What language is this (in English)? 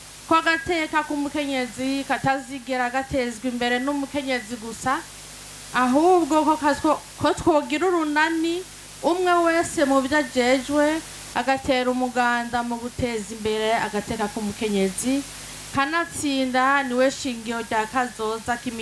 Rundi